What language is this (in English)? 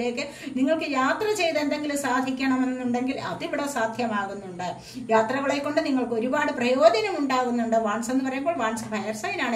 Malayalam